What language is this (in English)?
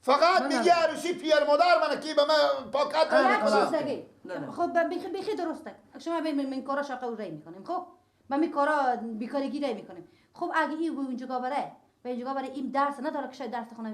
Persian